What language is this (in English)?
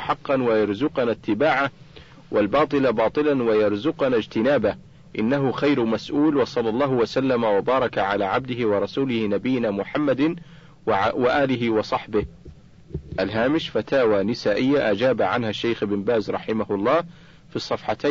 Arabic